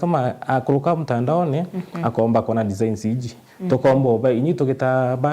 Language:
Meru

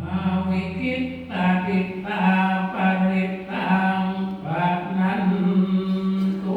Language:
Pali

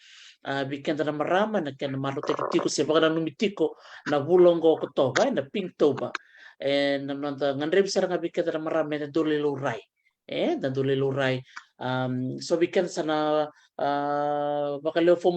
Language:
Fijian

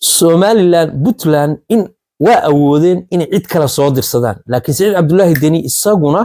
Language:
Somali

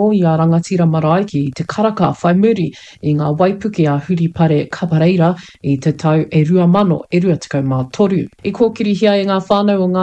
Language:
Māori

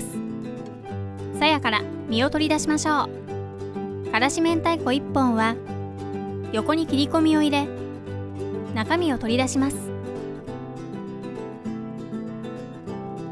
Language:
Japanese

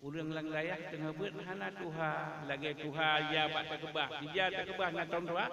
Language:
Achinese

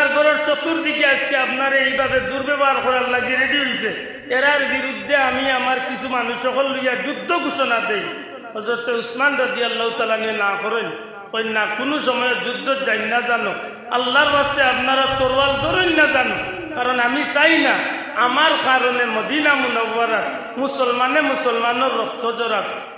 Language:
Sylheti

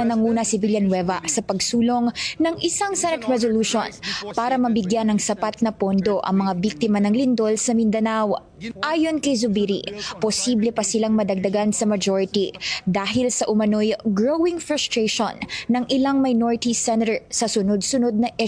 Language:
Filipino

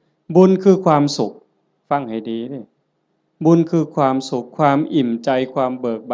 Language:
Northeastern Thai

